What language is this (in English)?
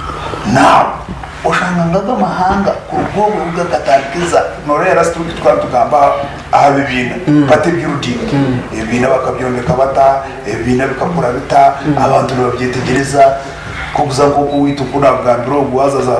Nyankole